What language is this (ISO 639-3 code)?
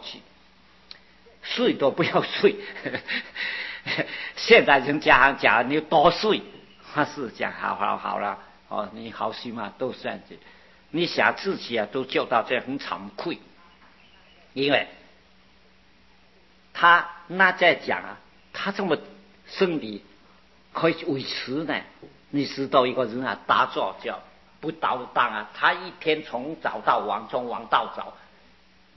zho